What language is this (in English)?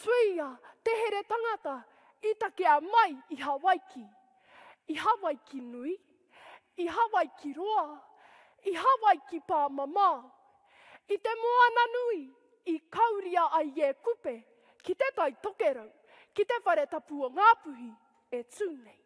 Māori